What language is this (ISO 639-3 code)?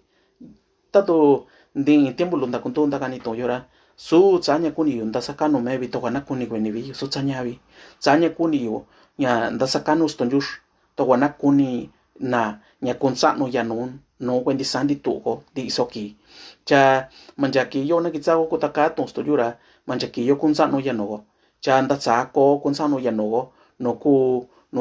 mix